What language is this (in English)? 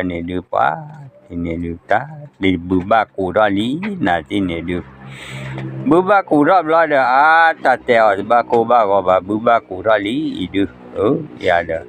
S'gaw Karen